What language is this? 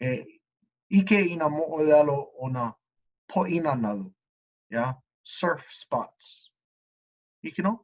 Hawaiian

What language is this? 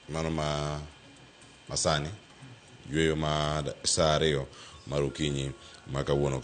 Luo (Kenya and Tanzania)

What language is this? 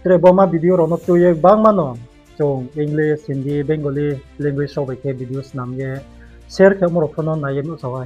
Riang (India)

